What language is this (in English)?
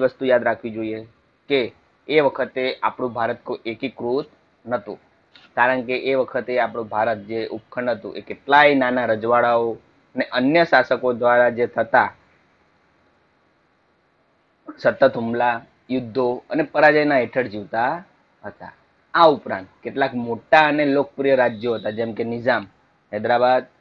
Gujarati